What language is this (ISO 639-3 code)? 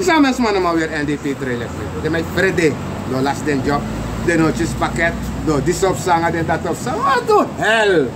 srn